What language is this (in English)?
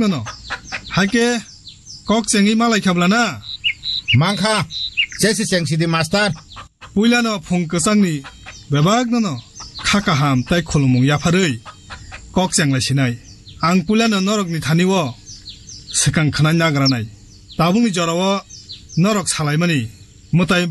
Kok Borok